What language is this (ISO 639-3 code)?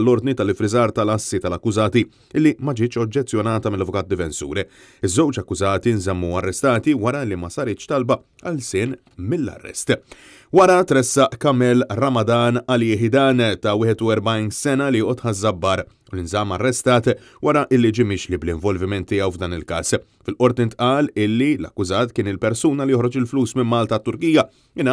mlt